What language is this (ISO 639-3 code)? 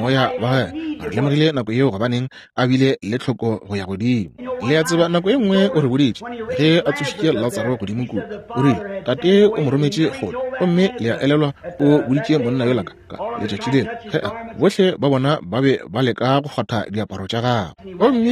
nso